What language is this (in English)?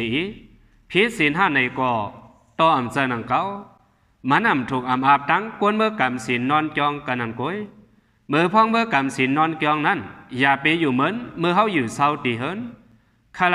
Shan